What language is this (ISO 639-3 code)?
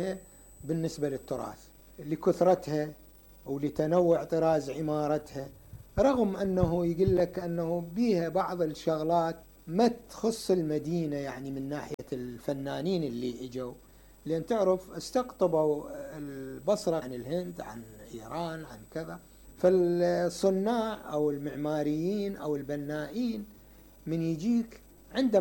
acm